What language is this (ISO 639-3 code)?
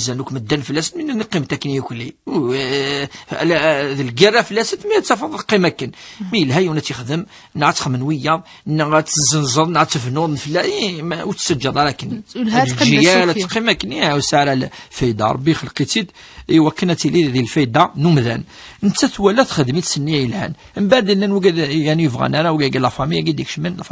kab